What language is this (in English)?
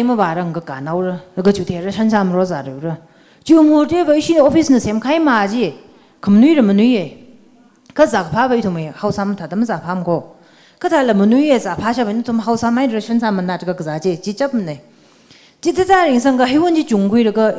Tangkhul Naga (India)